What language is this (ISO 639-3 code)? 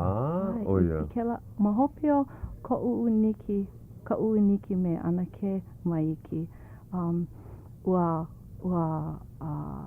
haw